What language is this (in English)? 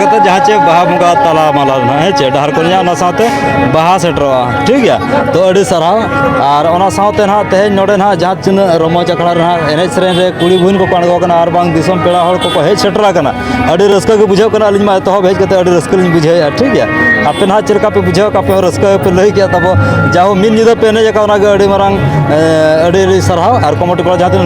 Santali